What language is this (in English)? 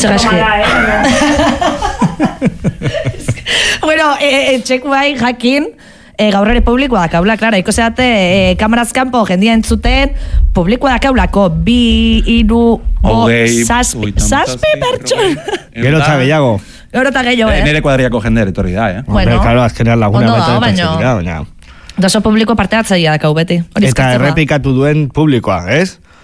Basque